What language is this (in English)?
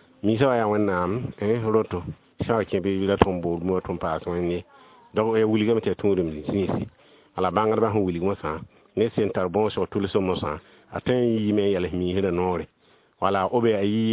Mossi